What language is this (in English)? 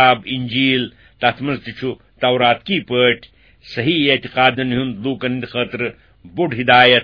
Kashmiri